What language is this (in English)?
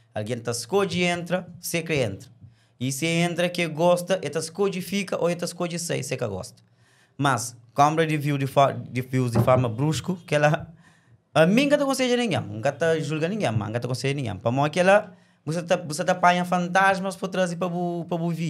Kabuverdianu